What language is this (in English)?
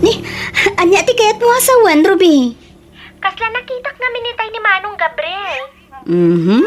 Iloko